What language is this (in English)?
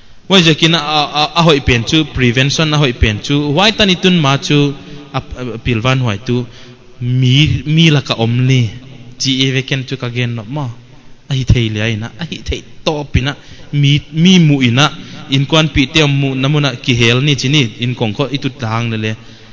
Paite Chin